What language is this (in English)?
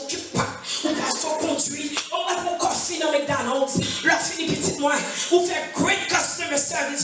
Haitian Creole